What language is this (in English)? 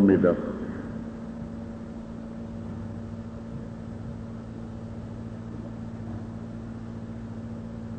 Dutch